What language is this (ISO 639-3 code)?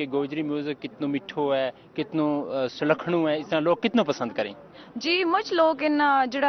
gju